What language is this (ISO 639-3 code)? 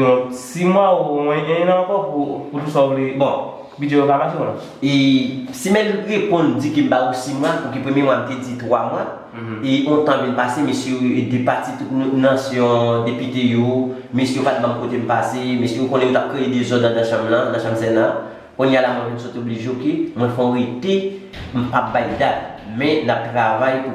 hat